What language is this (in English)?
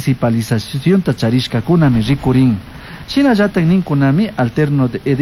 Chimborazo Highland Quichua